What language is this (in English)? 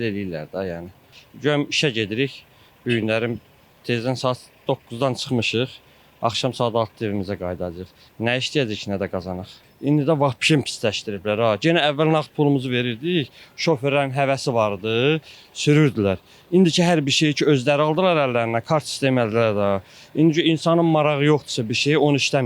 Azerbaijani